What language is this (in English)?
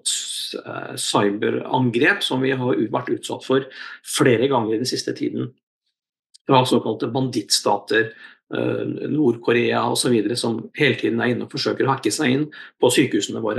Norwegian